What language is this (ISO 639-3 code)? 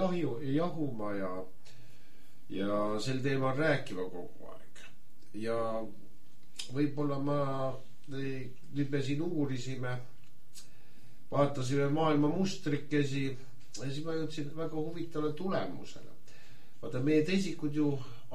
est